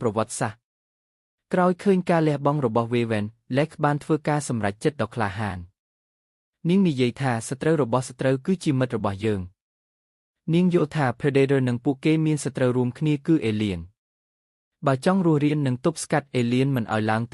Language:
Khmer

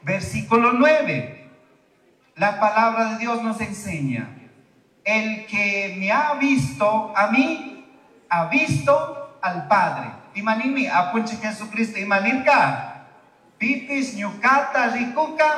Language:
Chimborazo Highland Quichua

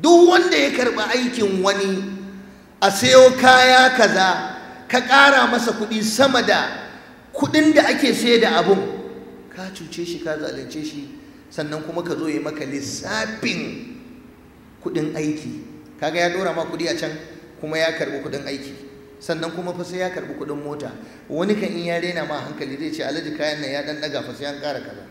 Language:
Hausa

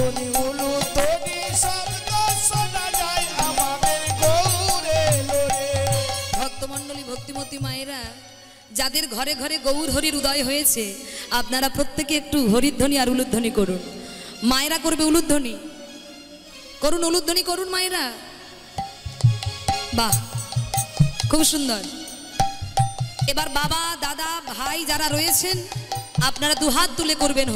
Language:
Bangla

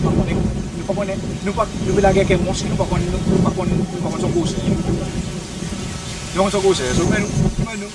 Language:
Seselwa Creole French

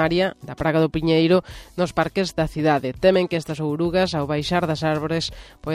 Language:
Galician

